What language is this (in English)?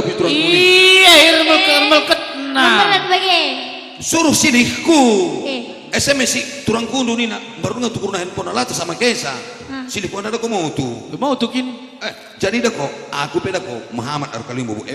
Batak Karo